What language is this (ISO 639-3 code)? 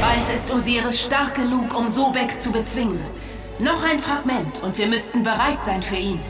bar